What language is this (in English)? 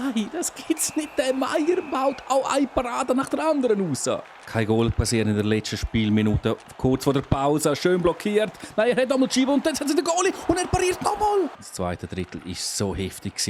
Swiss German